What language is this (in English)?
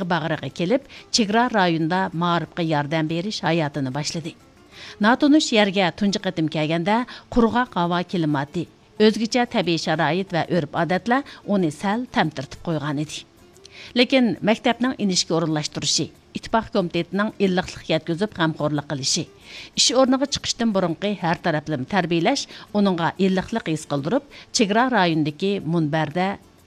Uyghur